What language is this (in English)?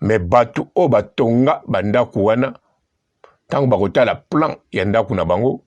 Lingala